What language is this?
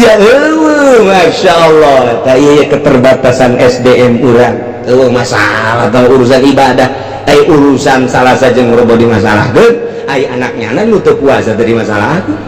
Sundanese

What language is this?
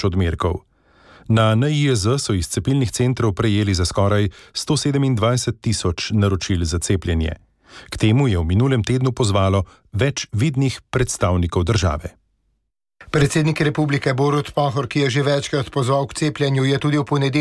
Slovenian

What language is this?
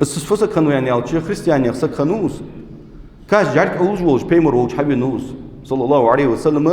Ingush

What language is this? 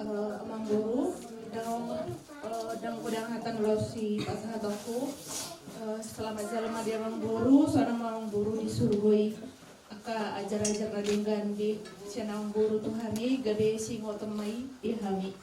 Batak Toba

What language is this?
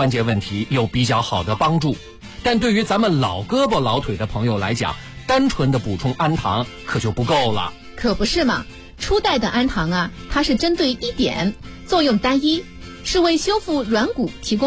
Chinese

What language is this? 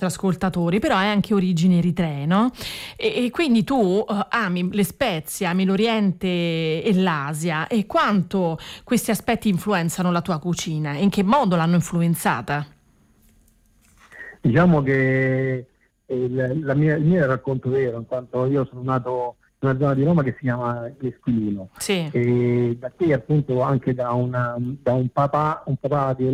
Italian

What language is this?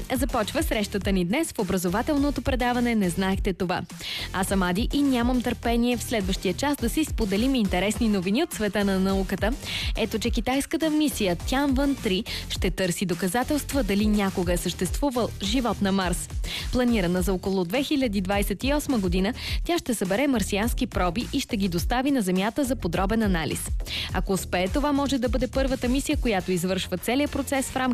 Bulgarian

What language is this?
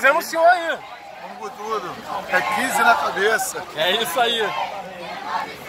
Portuguese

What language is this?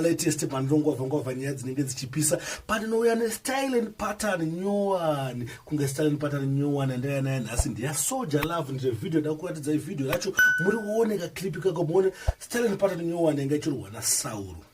Shona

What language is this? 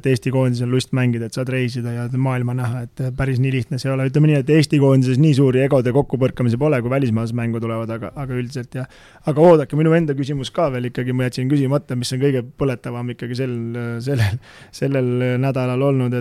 Estonian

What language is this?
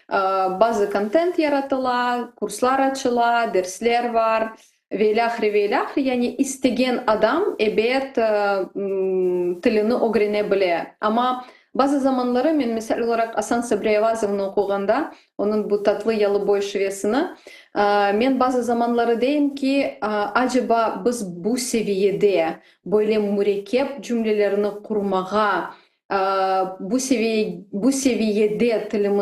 Crimean Tatar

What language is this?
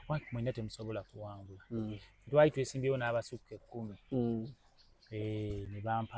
Ganda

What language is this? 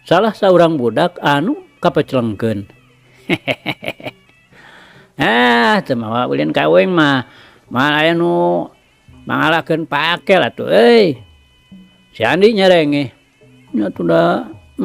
Sundanese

